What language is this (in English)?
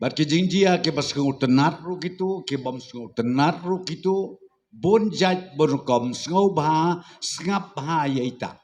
Khasi